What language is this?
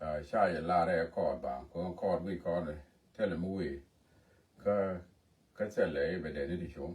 Nuer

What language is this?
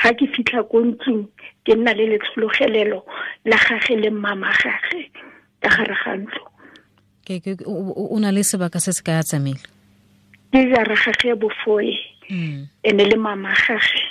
Tswana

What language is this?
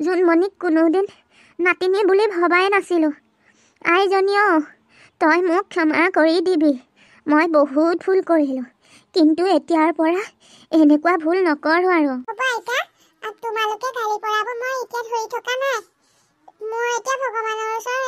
Assamese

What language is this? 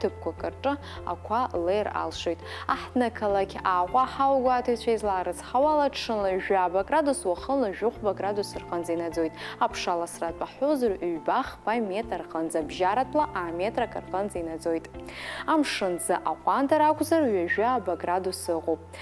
Abkhazian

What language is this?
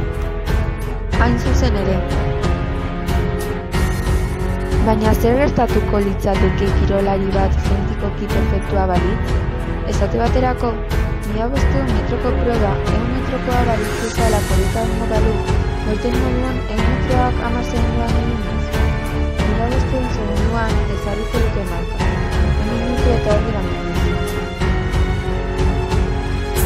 Basque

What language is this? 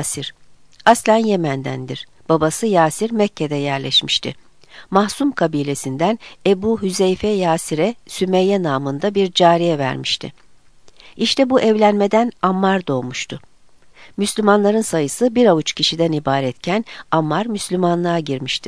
Turkish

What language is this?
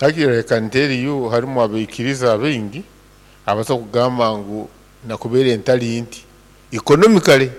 Nyoro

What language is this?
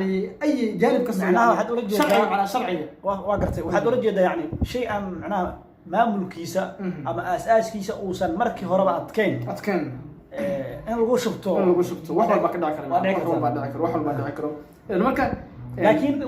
Somali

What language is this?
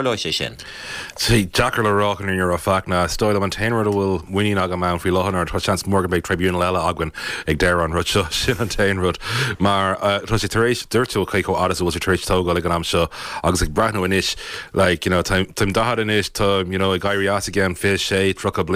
Irish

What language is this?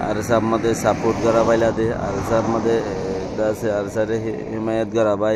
Rohingya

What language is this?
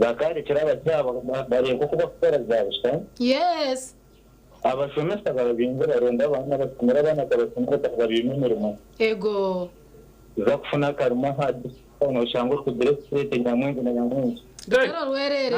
Nyankole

